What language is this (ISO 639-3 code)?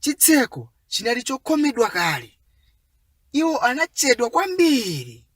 nya